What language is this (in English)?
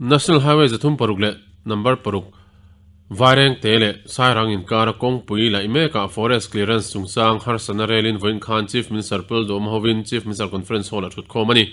Mizo